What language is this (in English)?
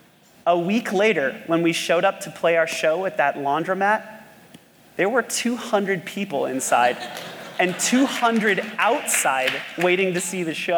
English